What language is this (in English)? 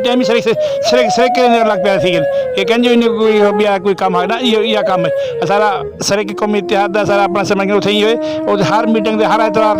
Saraiki